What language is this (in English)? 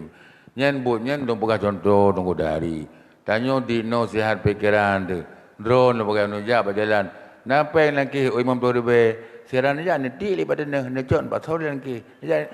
Achinese